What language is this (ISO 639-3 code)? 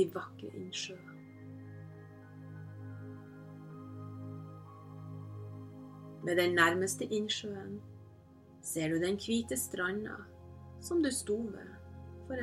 nor